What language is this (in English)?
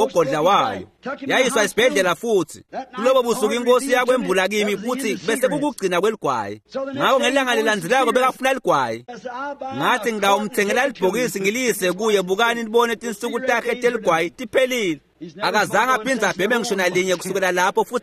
Swati